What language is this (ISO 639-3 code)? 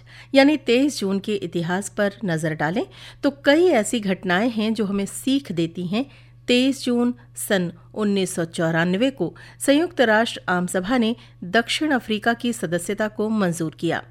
hin